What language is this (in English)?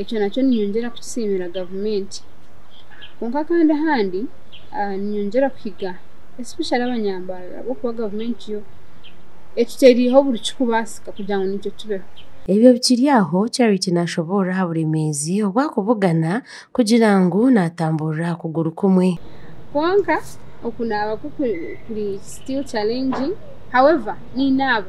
Nyankole